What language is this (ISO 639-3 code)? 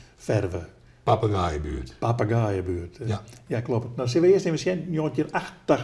fry